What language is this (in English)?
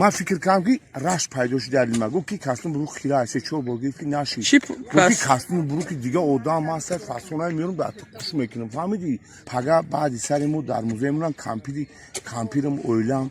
Tajik